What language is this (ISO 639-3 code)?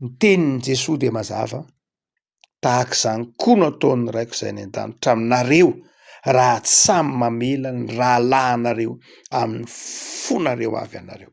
mlg